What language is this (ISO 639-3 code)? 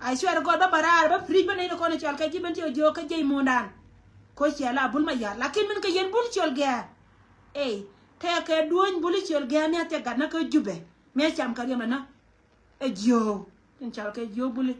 nus